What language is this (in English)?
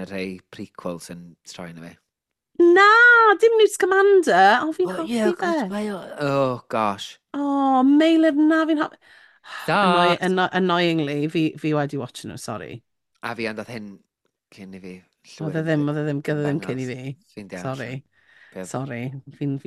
Welsh